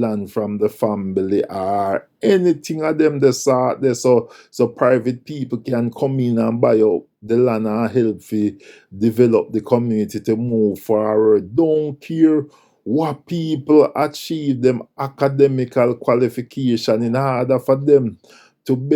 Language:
Jamaican Creole English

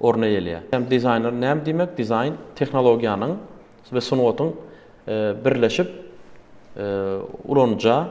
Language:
Turkmen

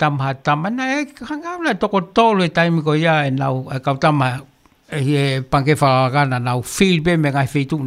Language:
Tongan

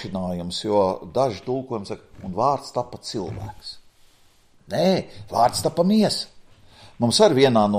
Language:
Latvian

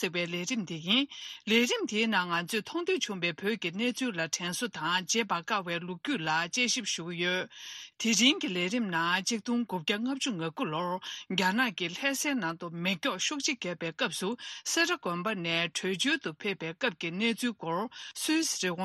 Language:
Tibetan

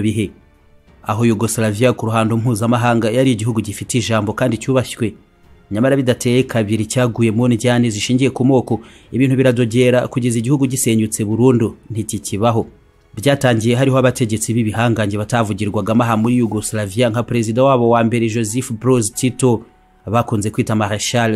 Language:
Kinyarwanda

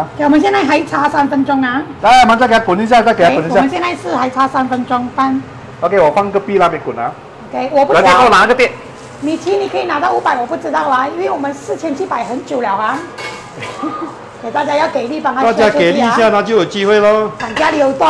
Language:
Chinese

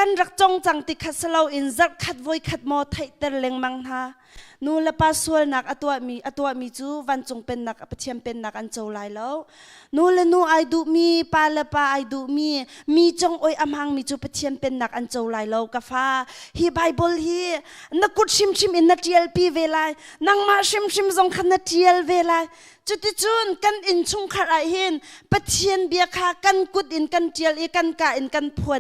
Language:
Hakha Chin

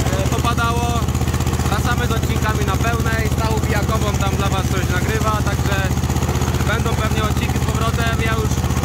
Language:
Polish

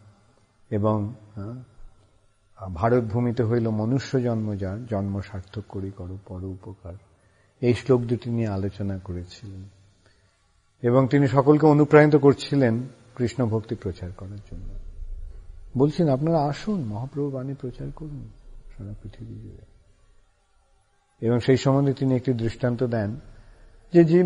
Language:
Bangla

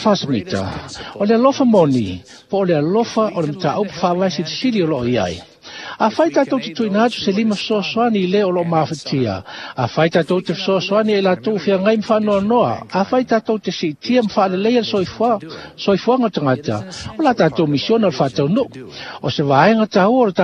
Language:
Samoan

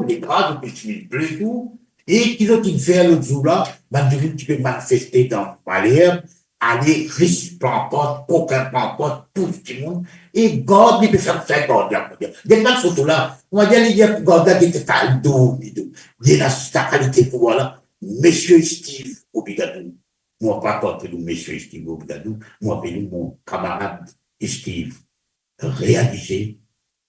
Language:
Morisyen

